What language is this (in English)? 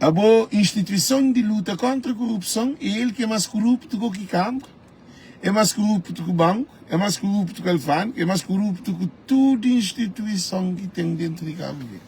Kabuverdianu